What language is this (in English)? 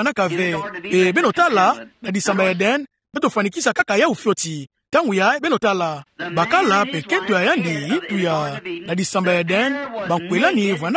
Kituba (Democratic Republic of Congo)